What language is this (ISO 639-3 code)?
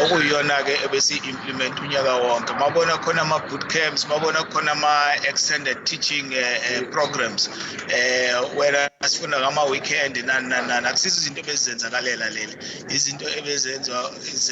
zul